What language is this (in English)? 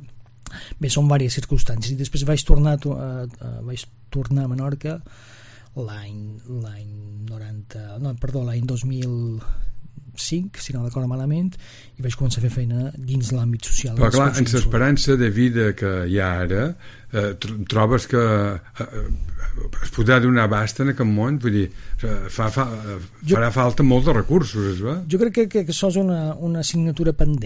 Catalan